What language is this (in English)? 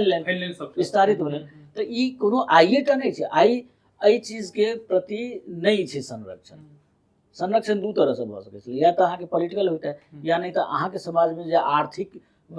Maithili